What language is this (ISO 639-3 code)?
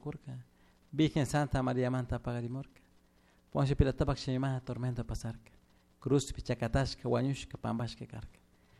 qug